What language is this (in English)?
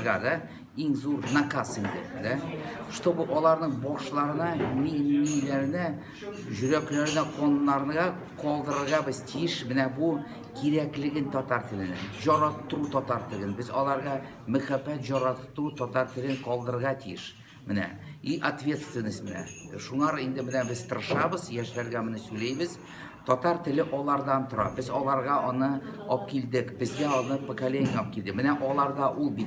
Tatar